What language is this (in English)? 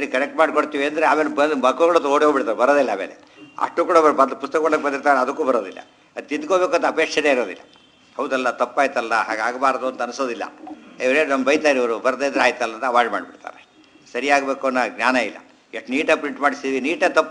Kannada